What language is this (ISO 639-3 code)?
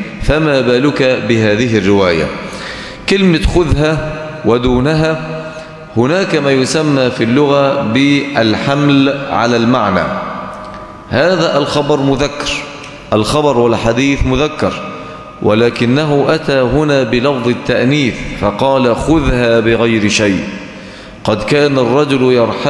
ara